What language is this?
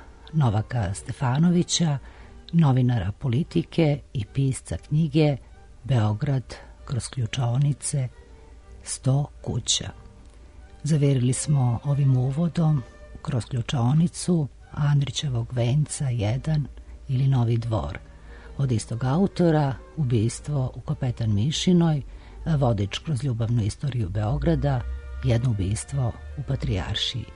Serbian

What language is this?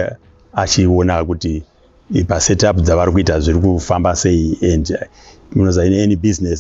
Shona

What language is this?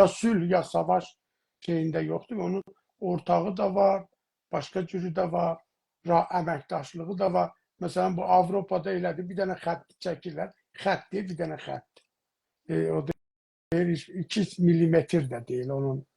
South Azerbaijani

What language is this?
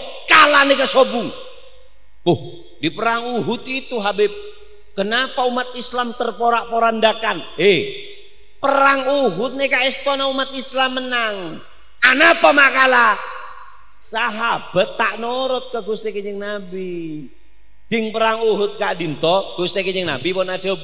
Madurese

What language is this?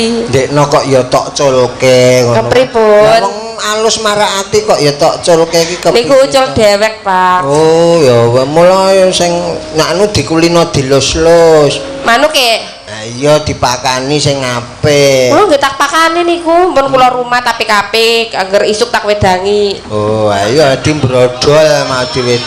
Javanese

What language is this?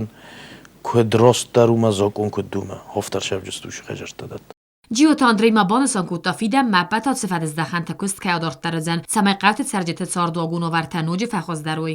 Ossetic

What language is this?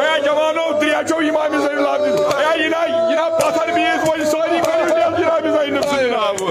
Kashmiri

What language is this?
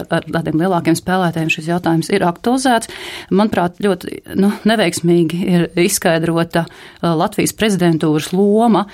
Latvian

